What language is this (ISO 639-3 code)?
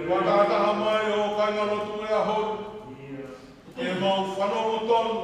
ton